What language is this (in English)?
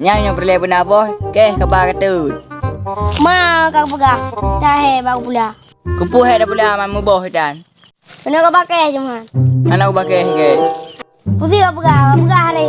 Achinese